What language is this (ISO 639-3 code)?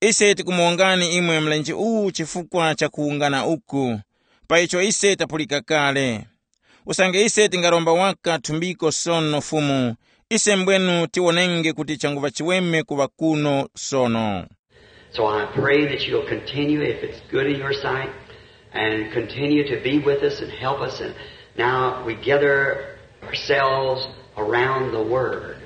tum